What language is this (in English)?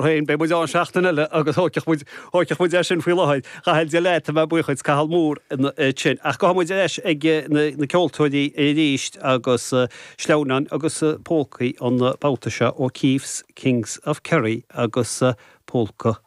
Irish